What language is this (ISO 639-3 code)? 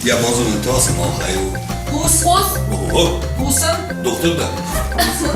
oss